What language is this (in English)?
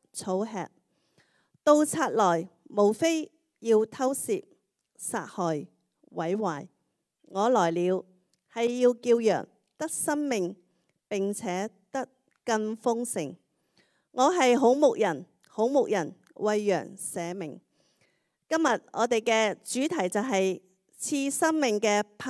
Cantonese